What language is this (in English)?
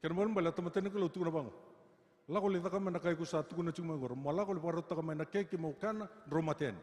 Fijian